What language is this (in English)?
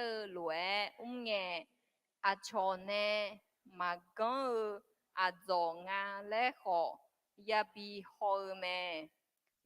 Akha